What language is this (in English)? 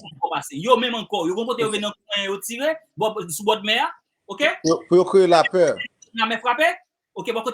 Haitian Creole